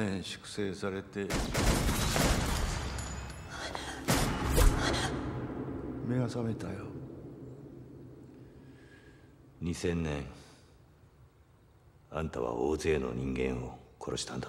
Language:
Japanese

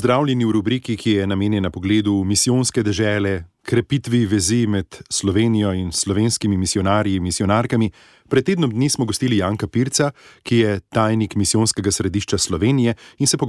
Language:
Slovenian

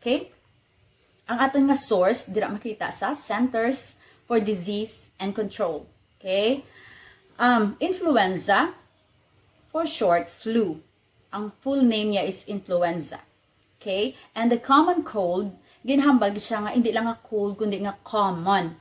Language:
Hiligaynon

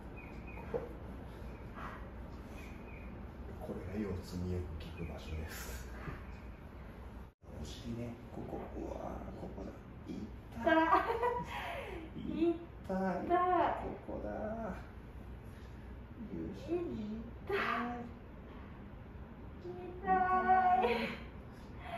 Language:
Japanese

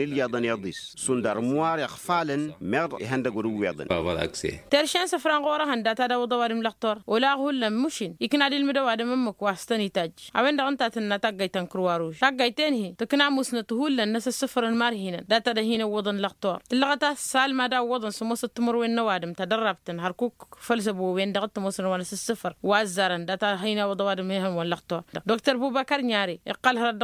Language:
Tamasheq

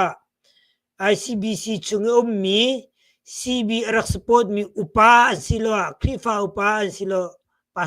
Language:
Hakha Chin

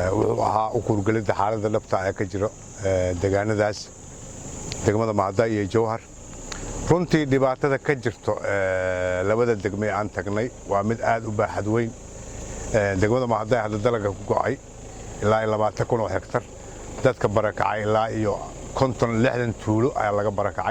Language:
Somali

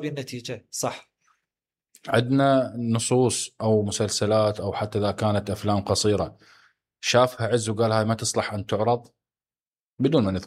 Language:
Mesopotamian Arabic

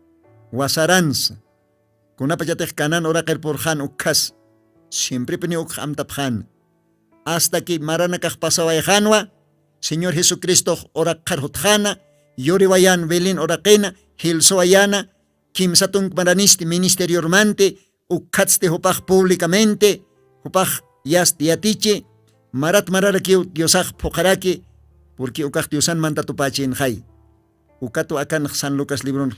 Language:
Aymara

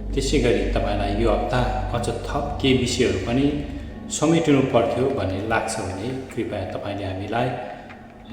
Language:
Nepali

